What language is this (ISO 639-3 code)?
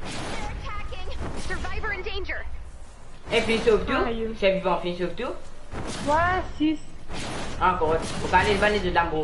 mfe